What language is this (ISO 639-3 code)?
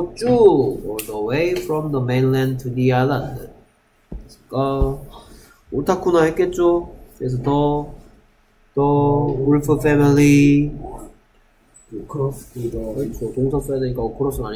kor